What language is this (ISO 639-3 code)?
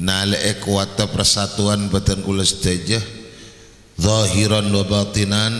mad